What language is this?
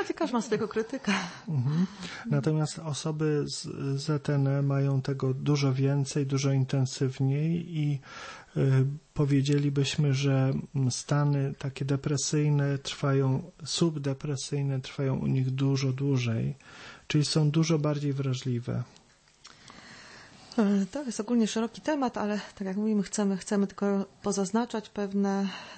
Polish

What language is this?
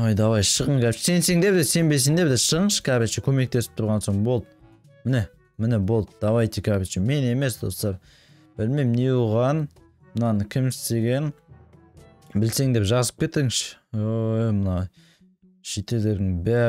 Kazakh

